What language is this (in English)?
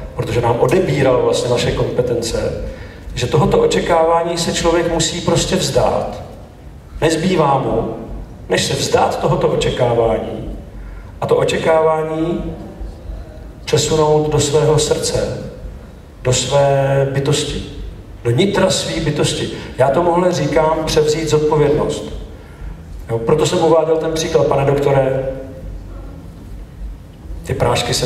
Czech